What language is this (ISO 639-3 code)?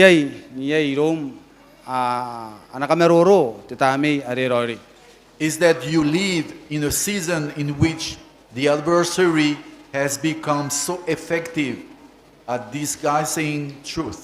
gil